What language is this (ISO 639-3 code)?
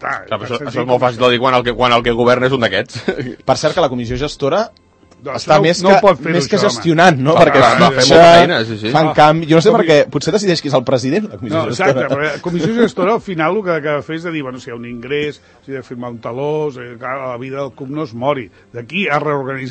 cat